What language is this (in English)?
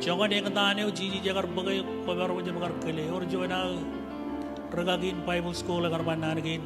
Marshallese